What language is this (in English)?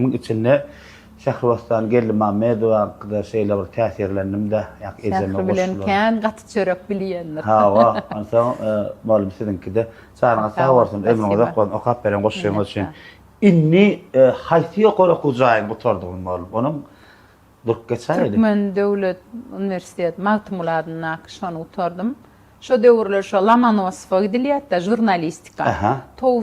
Turkmen